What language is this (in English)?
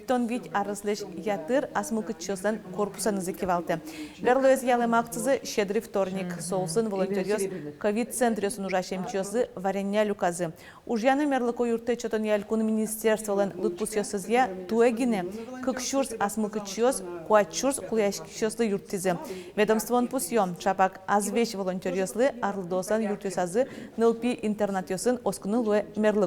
Udmurt